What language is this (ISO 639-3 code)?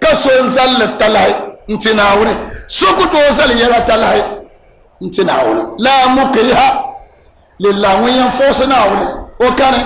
dag